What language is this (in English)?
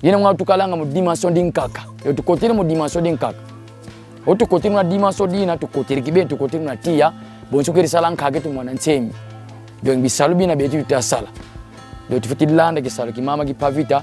Kongo